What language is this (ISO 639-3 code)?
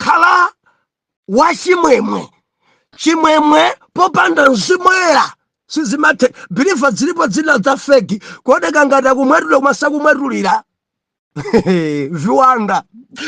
nya